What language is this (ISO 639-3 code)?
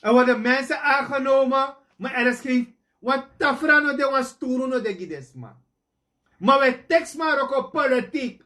srn